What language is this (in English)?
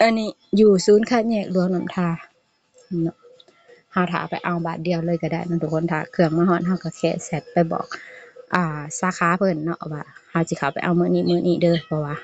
Lao